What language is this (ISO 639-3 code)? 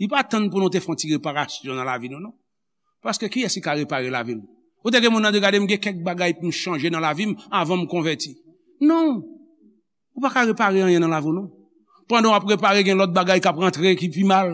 hat